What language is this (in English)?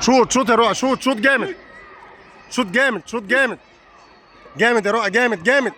Egyptian Arabic